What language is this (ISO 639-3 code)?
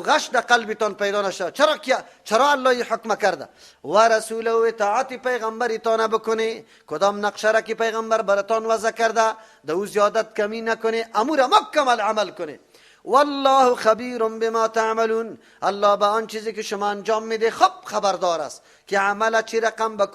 fas